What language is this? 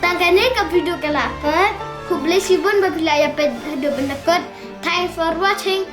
Khasi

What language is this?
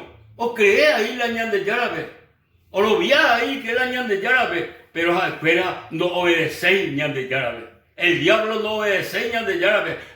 Guarani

